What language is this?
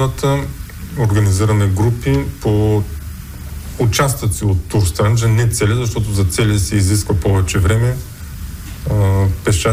Bulgarian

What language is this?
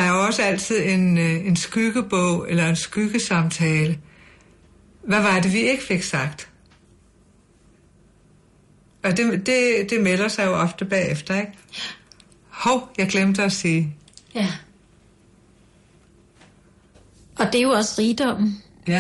Danish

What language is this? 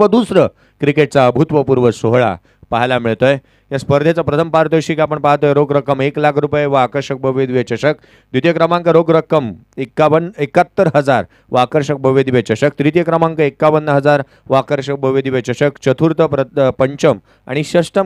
Marathi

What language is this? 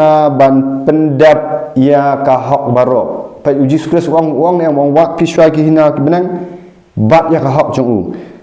Khasi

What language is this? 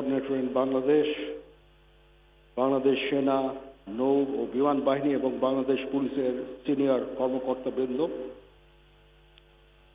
Bangla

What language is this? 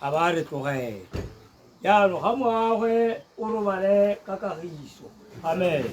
Tswana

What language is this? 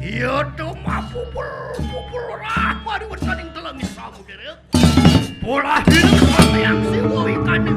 Balinese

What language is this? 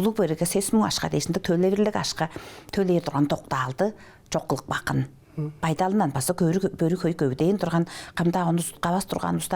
Tuvinian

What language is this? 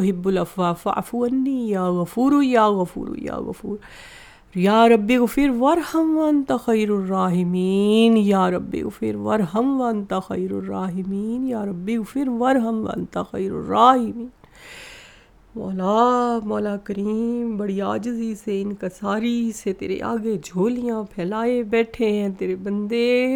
Urdu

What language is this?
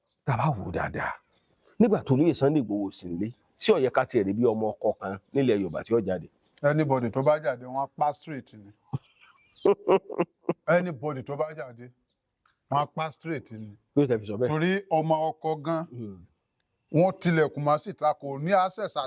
Yoruba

